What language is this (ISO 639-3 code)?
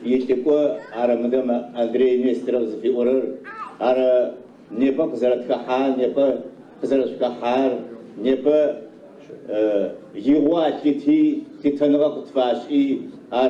ady